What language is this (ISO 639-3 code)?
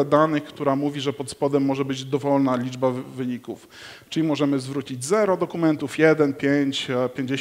pol